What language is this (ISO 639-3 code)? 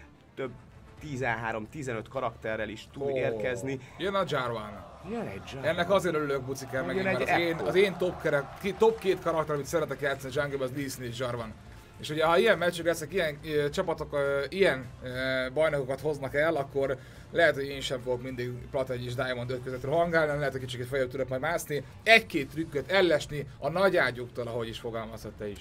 hun